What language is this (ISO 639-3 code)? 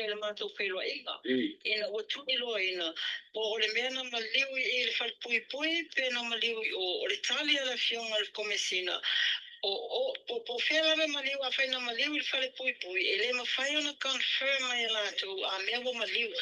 smo